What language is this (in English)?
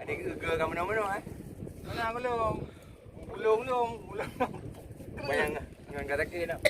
Achinese